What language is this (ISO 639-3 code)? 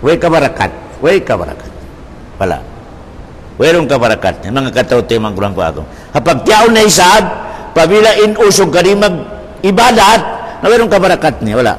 tsg